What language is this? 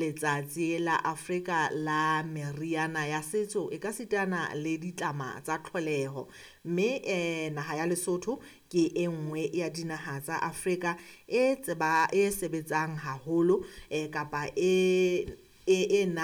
Southern Sotho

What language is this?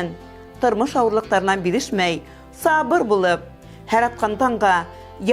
Bashkir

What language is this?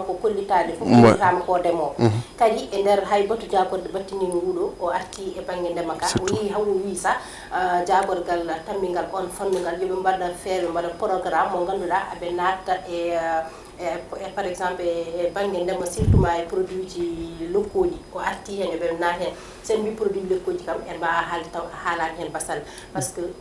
Fula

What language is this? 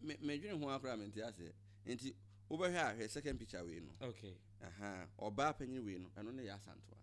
Akan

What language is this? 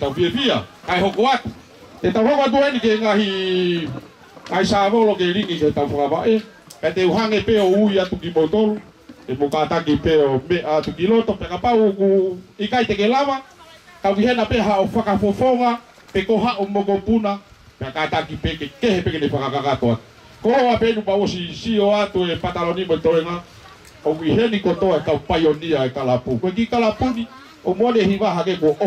Tongan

